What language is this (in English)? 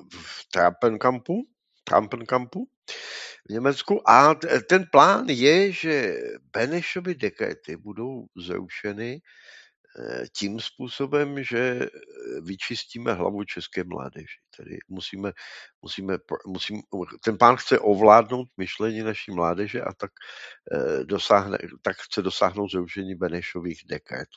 Czech